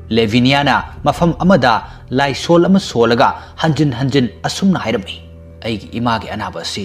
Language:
Manipuri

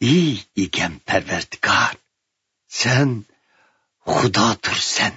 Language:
Uyghur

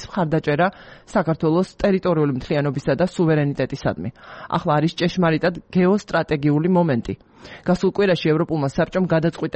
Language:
Georgian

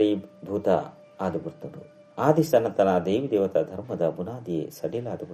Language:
Tulu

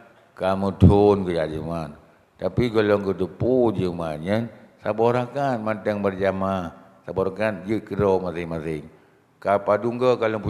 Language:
Achinese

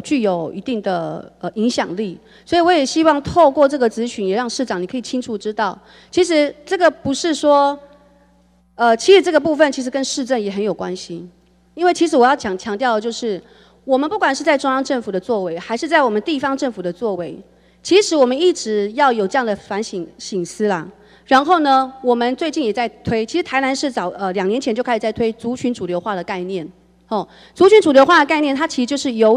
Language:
Chinese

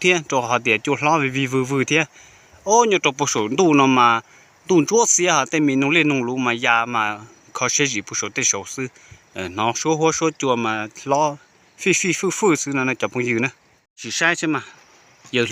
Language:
Hmong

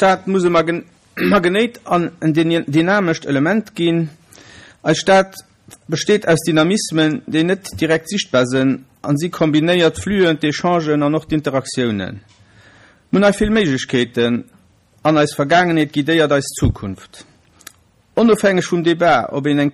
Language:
Luxembourgish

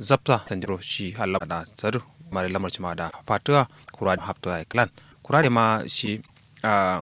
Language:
Kanuri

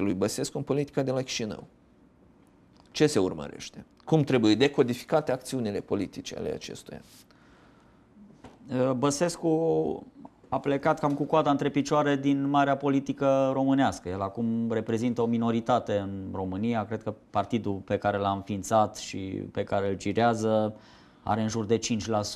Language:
Romanian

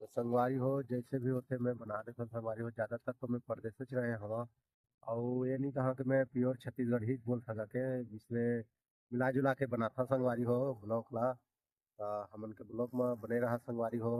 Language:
Chhattisgarhi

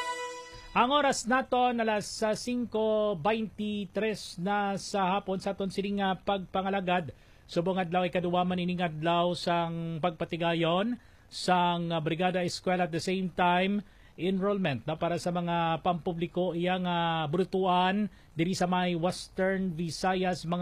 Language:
Hiligaynon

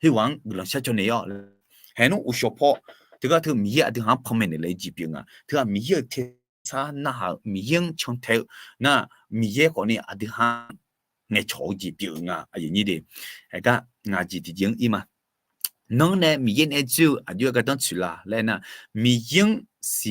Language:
Akha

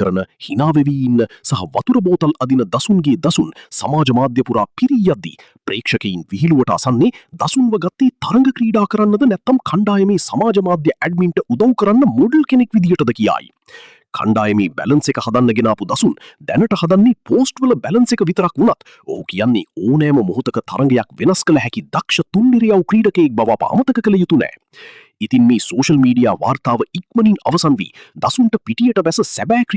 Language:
Sinhala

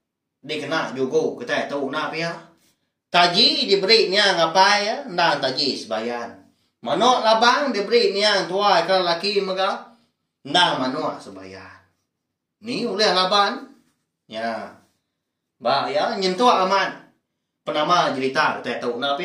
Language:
Iban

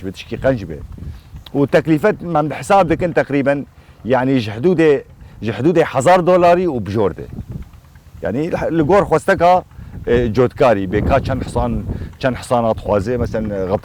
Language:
Kurdish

